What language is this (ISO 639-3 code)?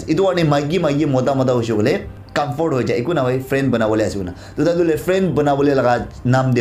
nag